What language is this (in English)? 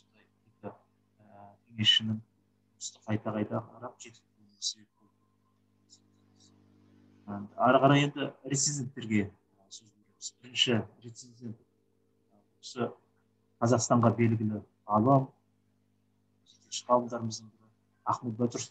Kazakh